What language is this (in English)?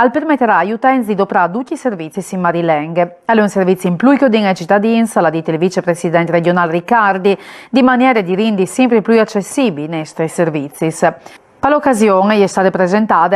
Friulian